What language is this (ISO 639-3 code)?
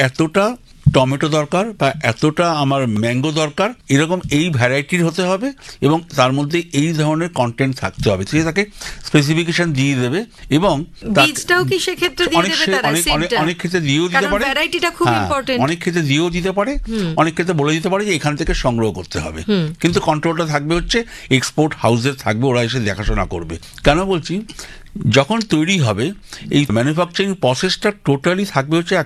ben